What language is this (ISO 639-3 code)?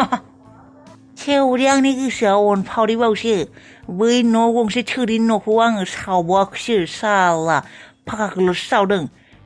brx